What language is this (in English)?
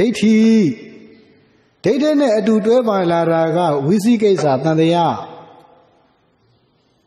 Burmese